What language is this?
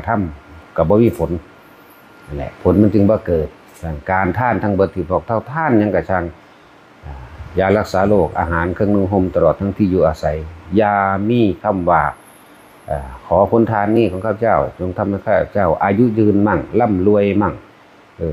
Northeastern Thai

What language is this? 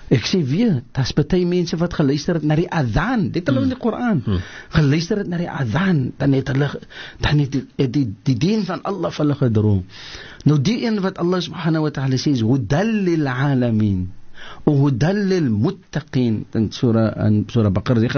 Afrikaans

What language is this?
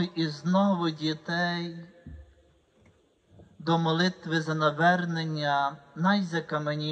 Ukrainian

